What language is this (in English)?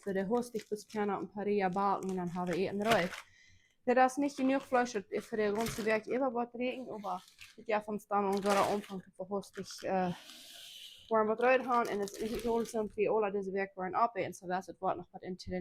Plautdietsch